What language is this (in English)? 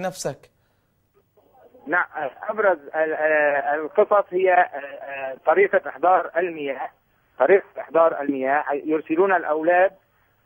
Arabic